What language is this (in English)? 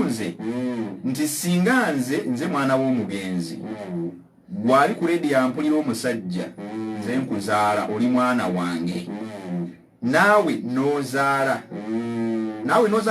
Ganda